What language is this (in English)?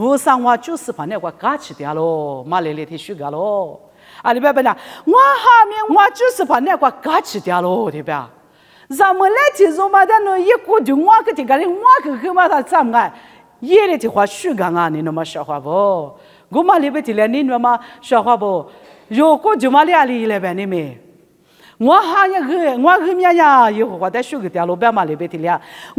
Lisu